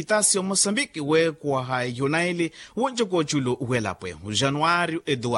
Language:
Makhuwa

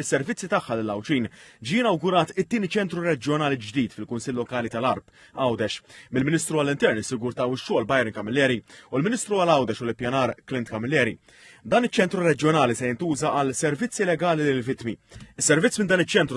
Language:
Maltese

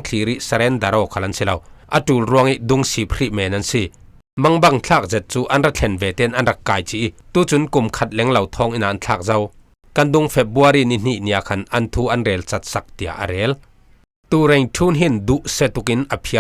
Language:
Falam Chin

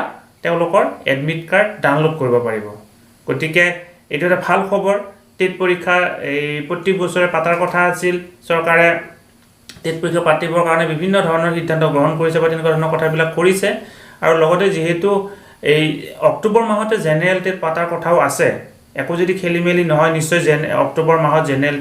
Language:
Assamese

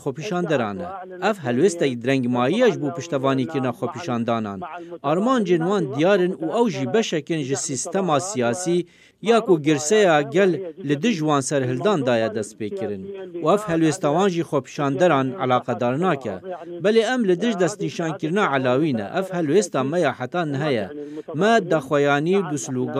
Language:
Kurdish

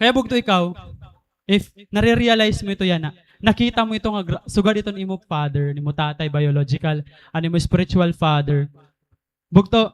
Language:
Waray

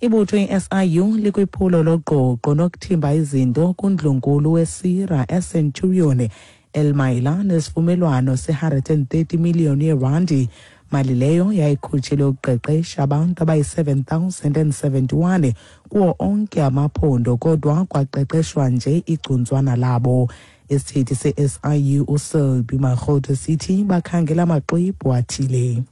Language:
Xhosa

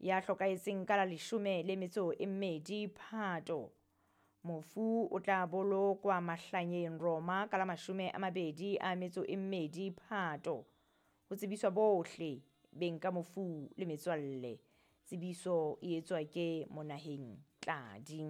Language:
Southern Sotho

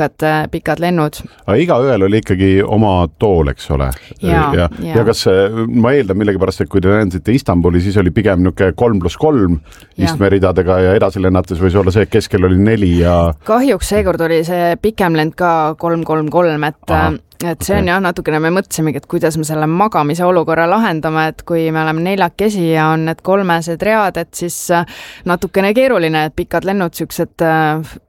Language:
Estonian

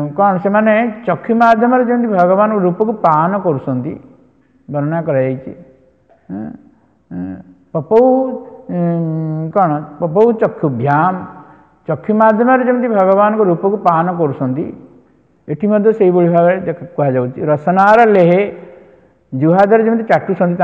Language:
Odia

